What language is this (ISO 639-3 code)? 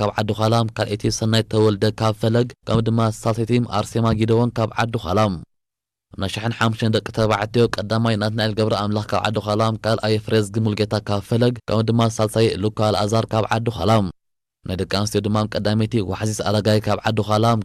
tir